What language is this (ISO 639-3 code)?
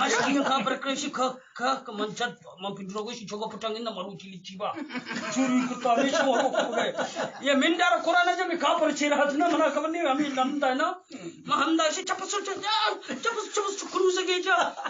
bgp